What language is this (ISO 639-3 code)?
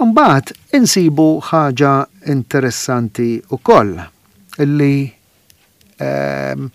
mlt